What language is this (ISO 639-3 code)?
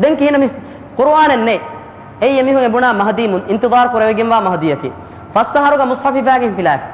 div